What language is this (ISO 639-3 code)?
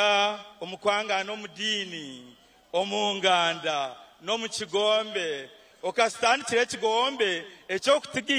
nyn